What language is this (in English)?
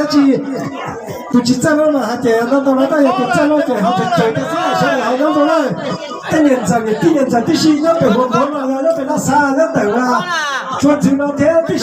Hmong